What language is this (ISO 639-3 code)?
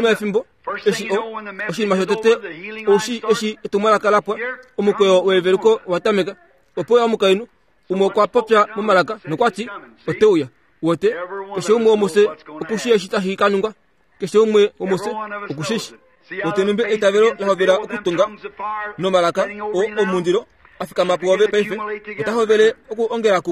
kua